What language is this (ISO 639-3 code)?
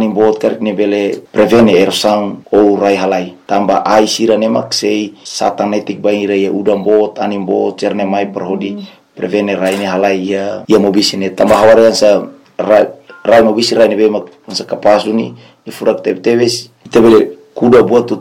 tet